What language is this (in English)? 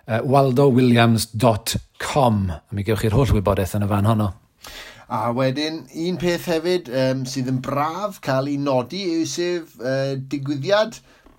Welsh